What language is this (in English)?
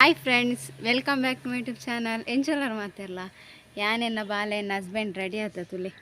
Tulu